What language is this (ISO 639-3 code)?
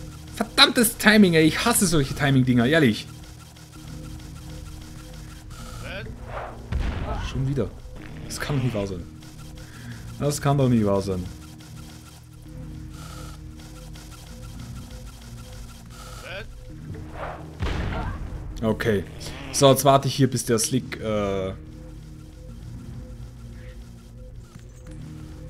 deu